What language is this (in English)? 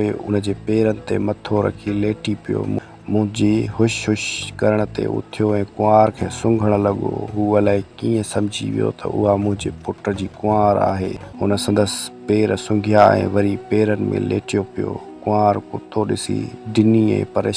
Sindhi